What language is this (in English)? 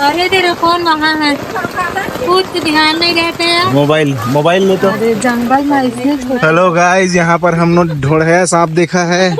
Chhattisgarhi